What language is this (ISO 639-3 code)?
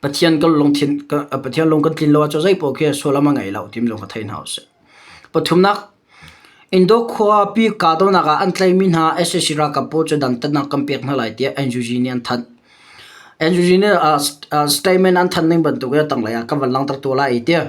cnh